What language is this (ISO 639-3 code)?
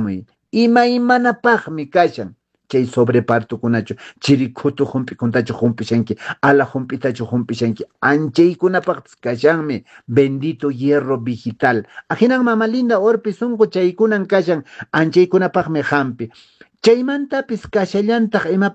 que